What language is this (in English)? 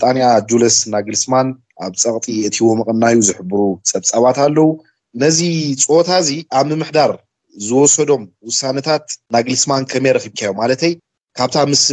Tigrinya